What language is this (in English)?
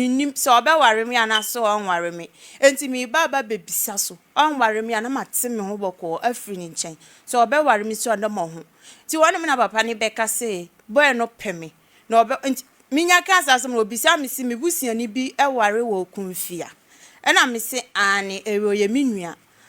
Akan